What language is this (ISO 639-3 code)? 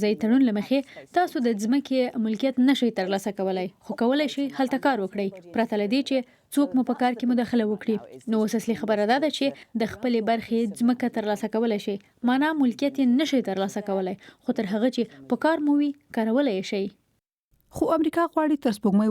pus